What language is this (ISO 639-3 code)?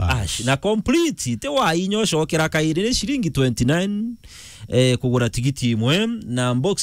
mer